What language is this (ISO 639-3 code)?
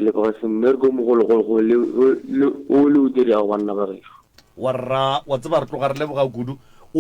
nso